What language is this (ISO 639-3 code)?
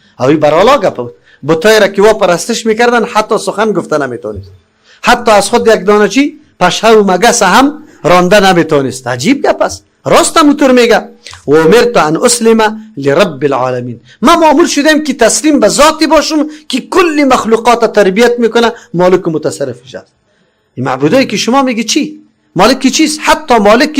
fas